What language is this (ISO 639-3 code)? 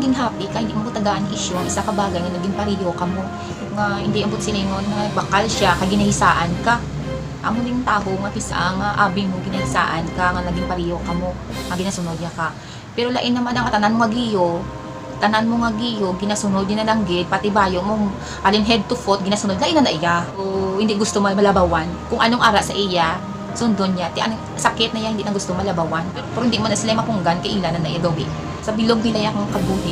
hil